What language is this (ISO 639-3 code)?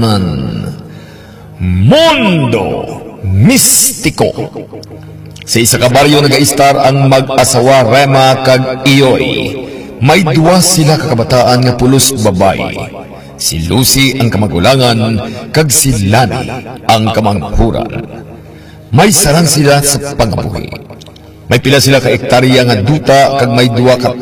hil